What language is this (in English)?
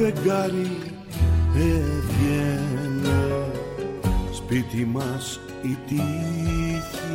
Greek